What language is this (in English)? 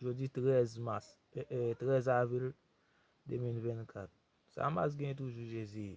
Haitian Creole